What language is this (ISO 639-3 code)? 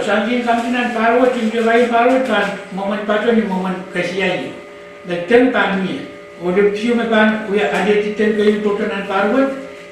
pon